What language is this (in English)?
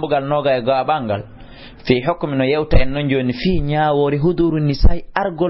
Fula